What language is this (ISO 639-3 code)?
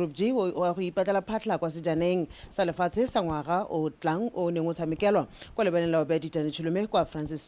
tsn